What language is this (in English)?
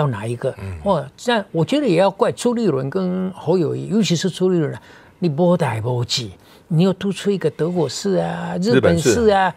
Chinese